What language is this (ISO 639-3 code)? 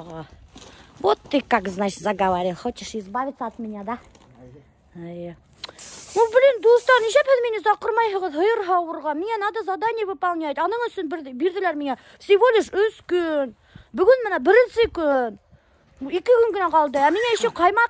bak